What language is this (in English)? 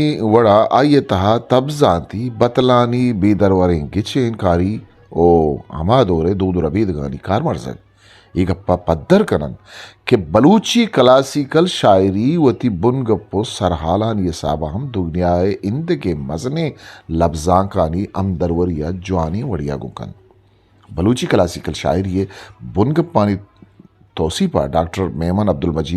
Eastern Balochi